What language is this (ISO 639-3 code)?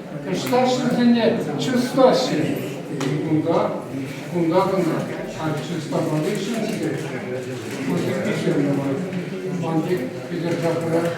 chv